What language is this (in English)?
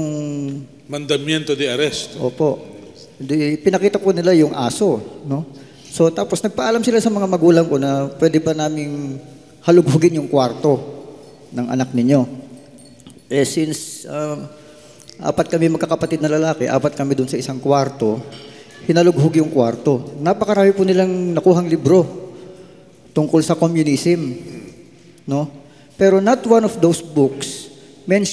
Filipino